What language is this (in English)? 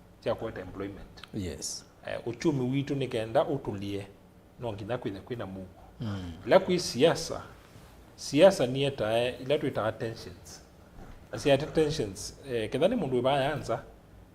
Kamba